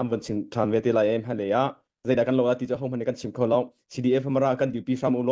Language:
Hakha Chin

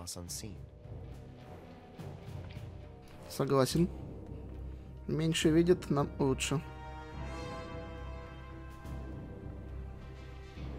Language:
Russian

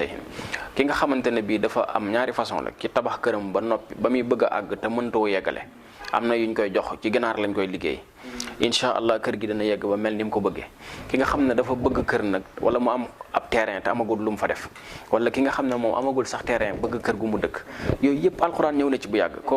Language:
Wolof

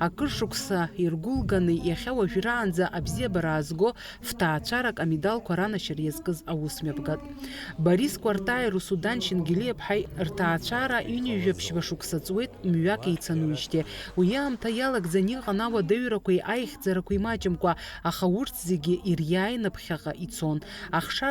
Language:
Abkhazian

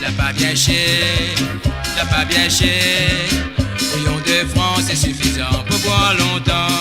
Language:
Morisyen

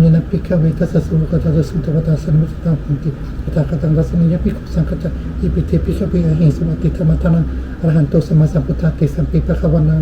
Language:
Pali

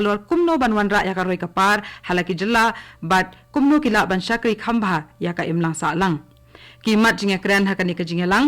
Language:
Khasi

